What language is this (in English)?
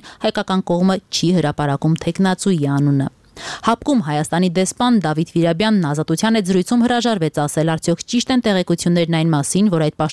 Armenian